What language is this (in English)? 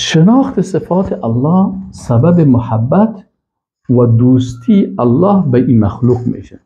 Persian